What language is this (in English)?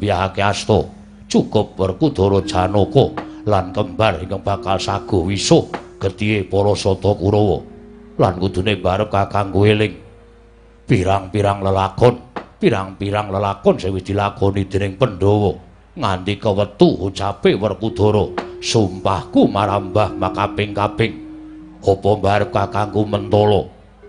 Javanese